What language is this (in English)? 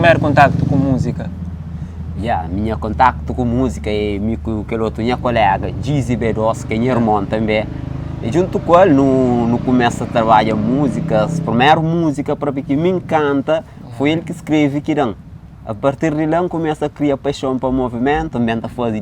Kabuverdianu